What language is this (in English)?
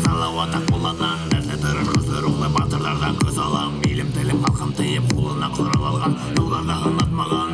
Bashkir